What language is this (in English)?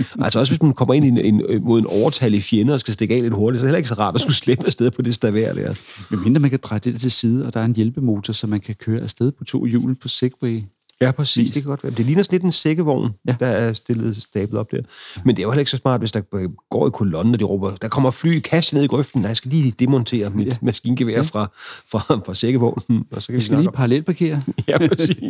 Danish